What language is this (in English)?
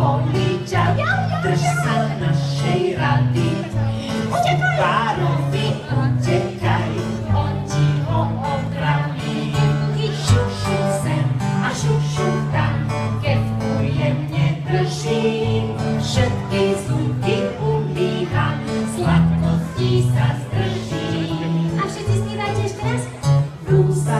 Slovak